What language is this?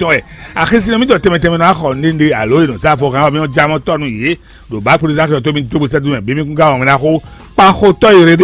Fon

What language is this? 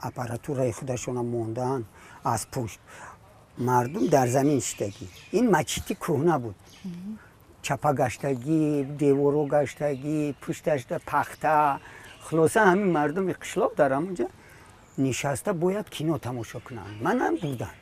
Tajik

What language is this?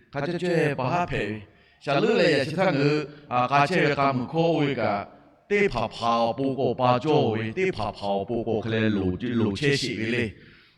Lahu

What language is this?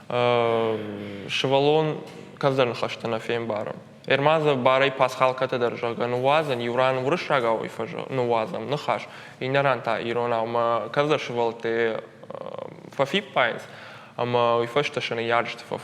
Ossetic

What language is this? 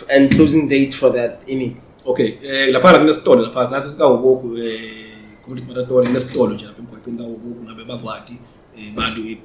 Zulu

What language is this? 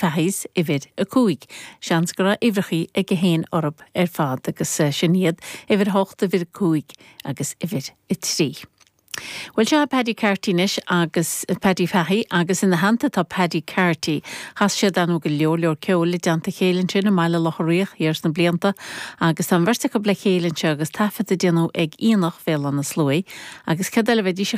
Irish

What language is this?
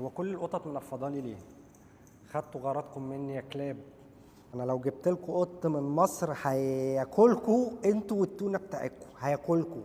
Egyptian Arabic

